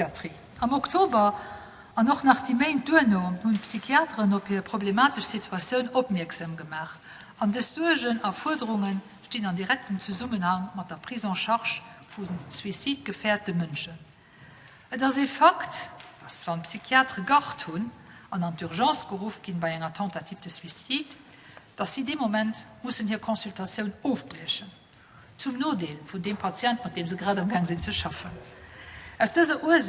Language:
Luxembourgish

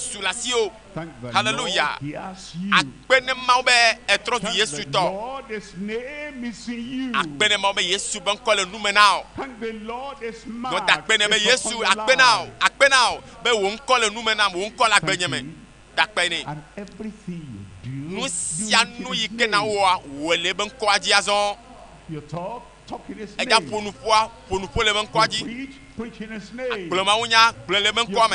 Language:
Ewe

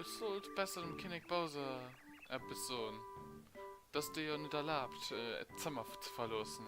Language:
Luxembourgish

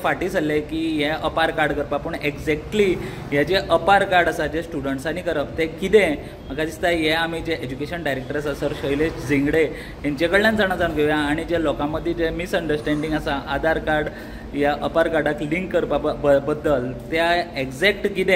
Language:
Konkani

